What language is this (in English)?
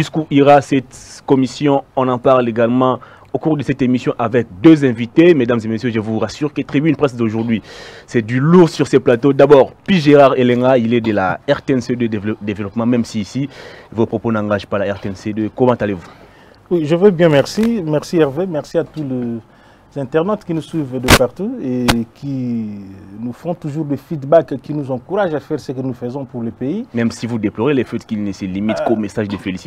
French